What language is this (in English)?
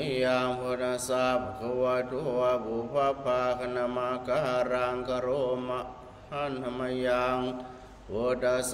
Pali